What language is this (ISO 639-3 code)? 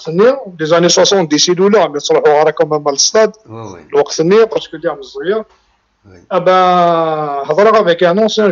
kab